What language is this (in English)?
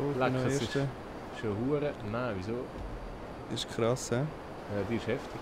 Swiss German